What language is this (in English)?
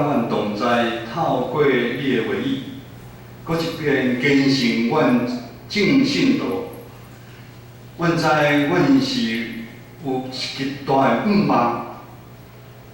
Min Nan Chinese